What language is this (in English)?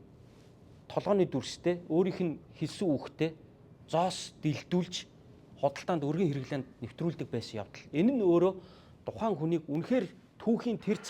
Mongolian